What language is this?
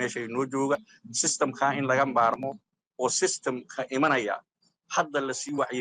Somali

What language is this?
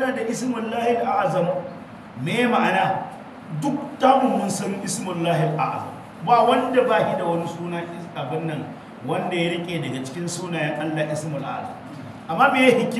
Hausa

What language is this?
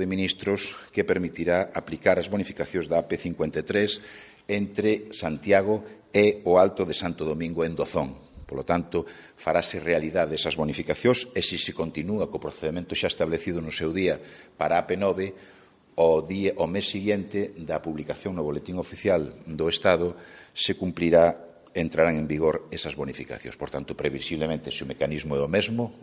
Galician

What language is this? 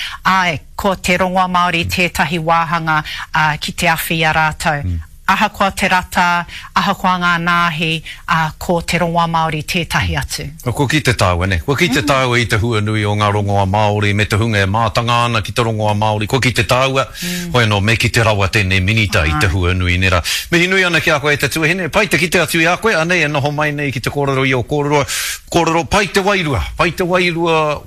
Māori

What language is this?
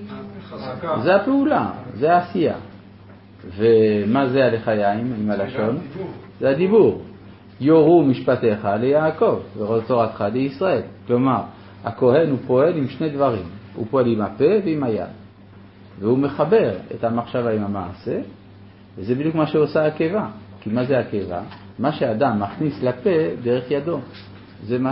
Hebrew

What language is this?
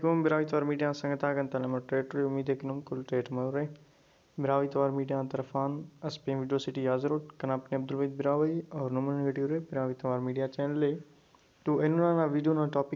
Brahui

